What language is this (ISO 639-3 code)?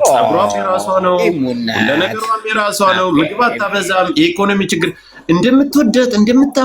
amh